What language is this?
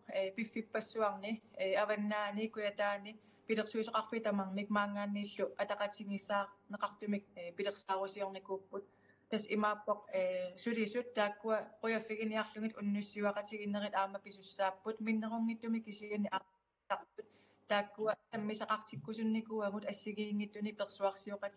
Kalaallisut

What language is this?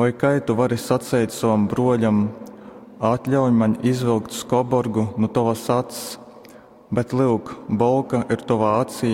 Latgalian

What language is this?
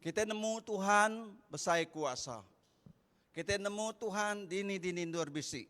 Iban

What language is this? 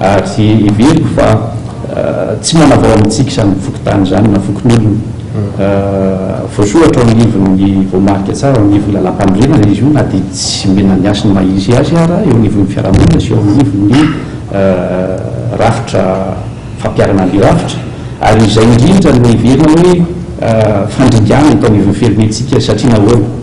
Malagasy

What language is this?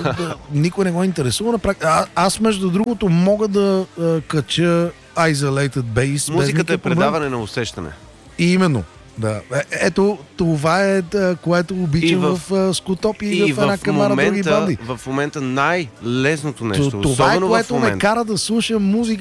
Bulgarian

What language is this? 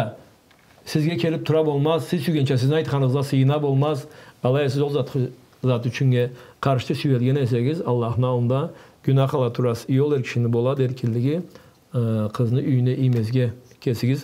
Karachay-Balkar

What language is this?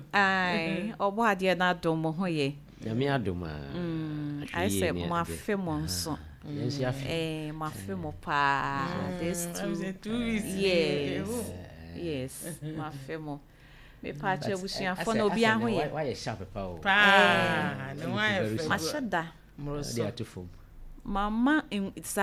Akan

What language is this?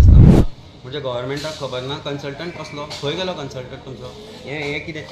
Konkani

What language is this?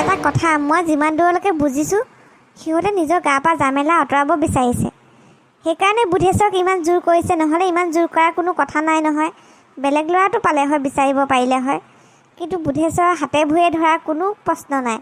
Assamese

